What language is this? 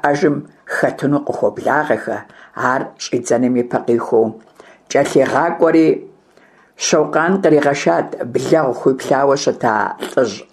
Kabardian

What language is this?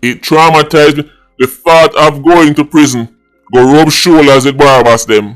Jamaican Creole English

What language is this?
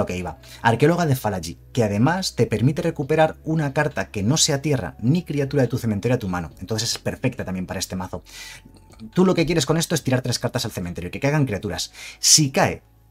Spanish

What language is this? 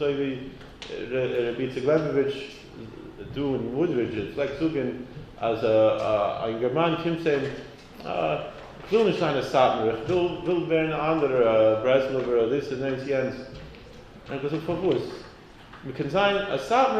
Yiddish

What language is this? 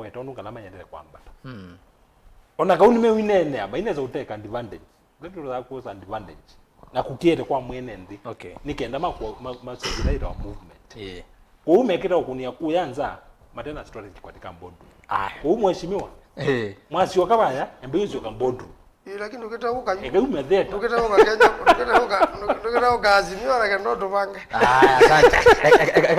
Kamba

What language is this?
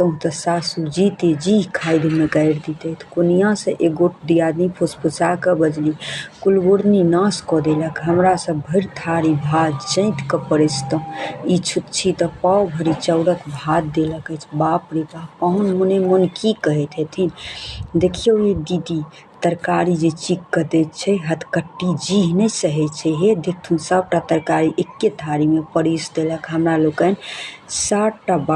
Maithili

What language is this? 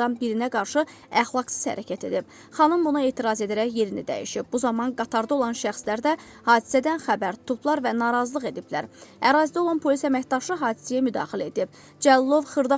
Azerbaijani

